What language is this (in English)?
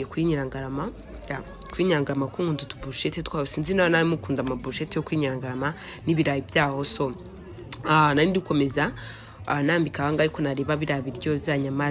Kinyarwanda